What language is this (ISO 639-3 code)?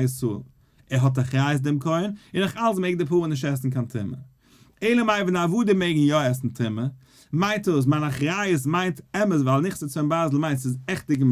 yid